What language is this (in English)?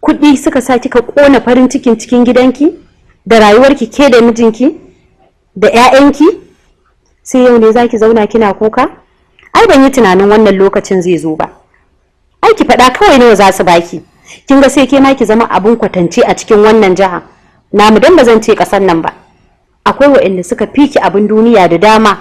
Hausa